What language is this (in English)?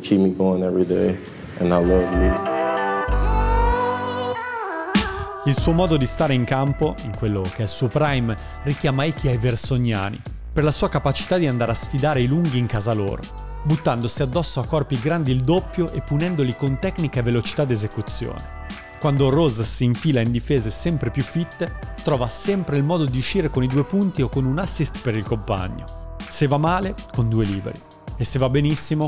Italian